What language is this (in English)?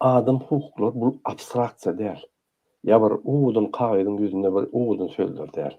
Turkmen